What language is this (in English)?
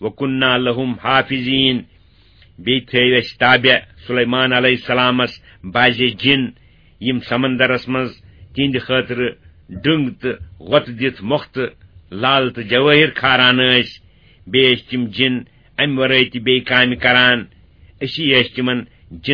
Kashmiri